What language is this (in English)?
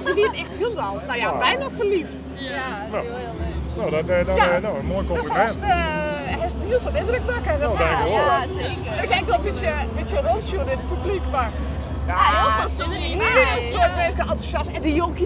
Western Frisian